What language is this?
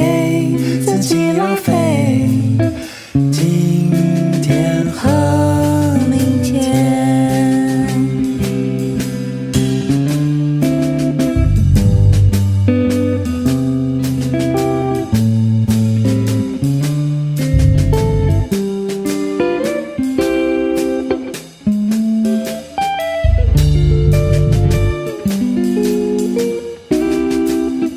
Chinese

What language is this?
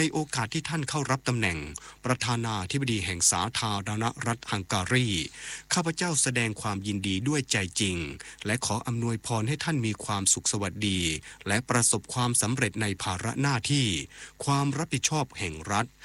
Thai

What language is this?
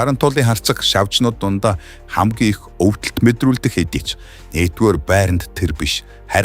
Mongolian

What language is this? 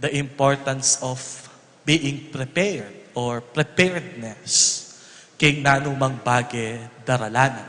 Pampanga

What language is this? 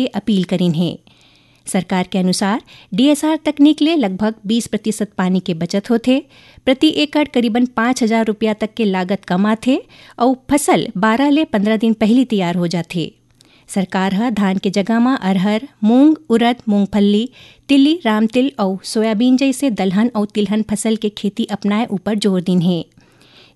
Chhattisgarhi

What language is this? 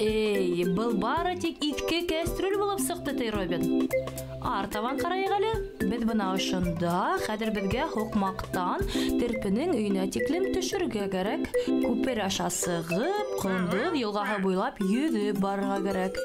Bashkir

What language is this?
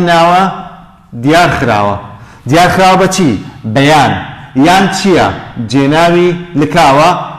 Central Kurdish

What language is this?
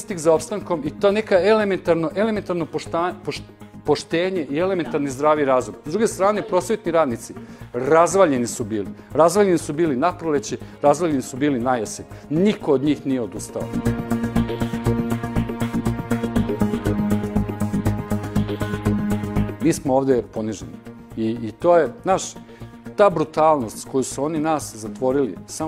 Serbian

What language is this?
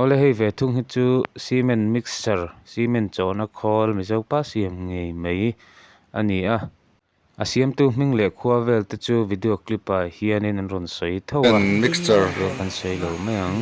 Mizo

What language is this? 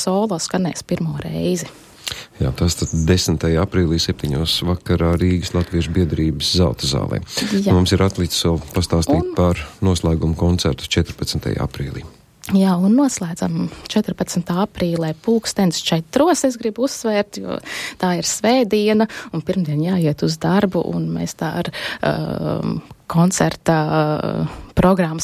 Latvian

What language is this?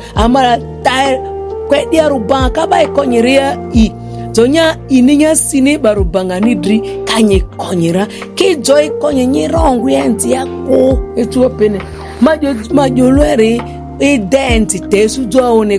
Ma'di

